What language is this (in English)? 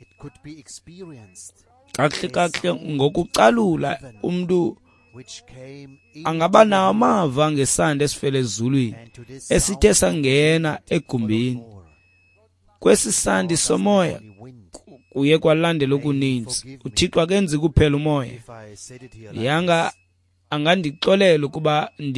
Xhosa